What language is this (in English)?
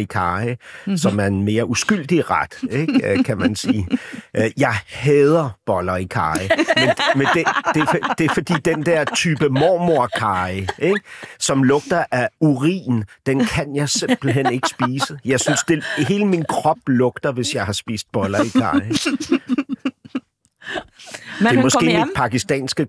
Danish